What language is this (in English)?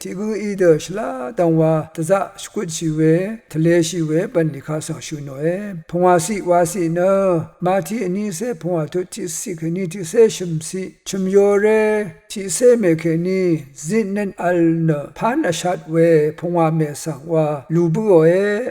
Rawang